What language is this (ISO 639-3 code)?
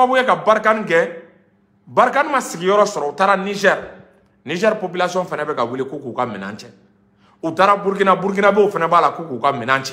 bam